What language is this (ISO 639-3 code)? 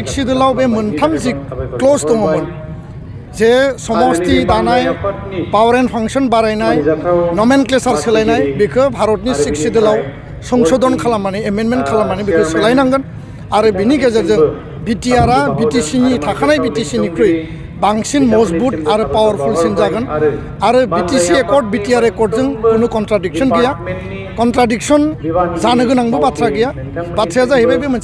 brx